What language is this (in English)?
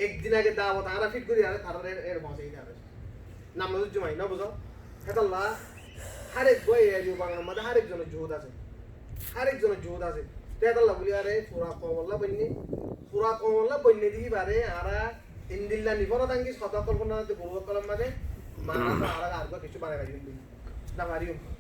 Rohingya